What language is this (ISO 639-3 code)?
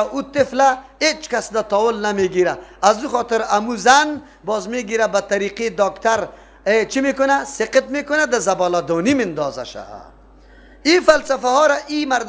fas